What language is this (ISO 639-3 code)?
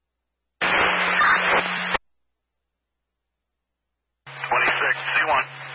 eng